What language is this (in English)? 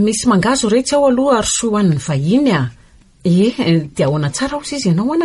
Malagasy